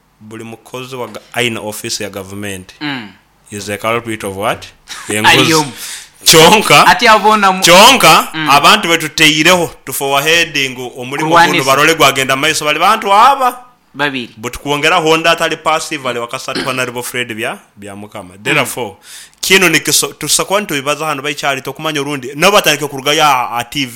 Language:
Nyoro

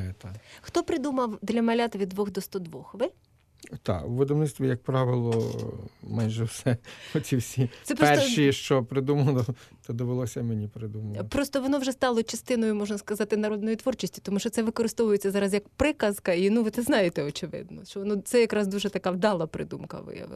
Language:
Ukrainian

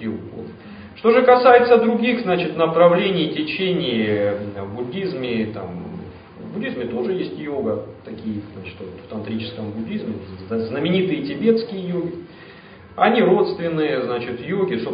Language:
Russian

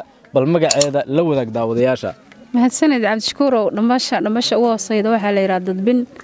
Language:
Somali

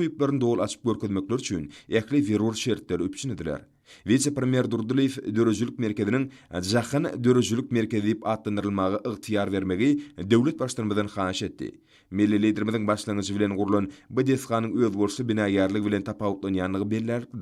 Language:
Turkmen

